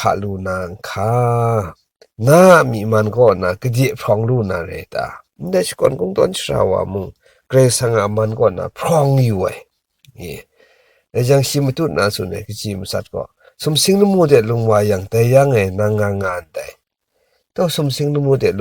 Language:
Kachin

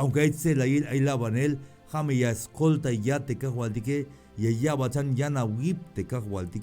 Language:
Tzeltal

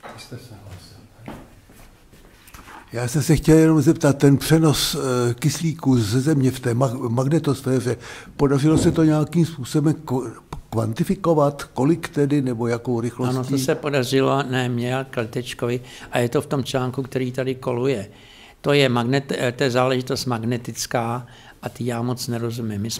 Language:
Czech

